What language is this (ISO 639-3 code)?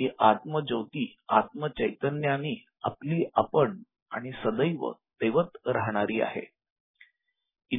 mar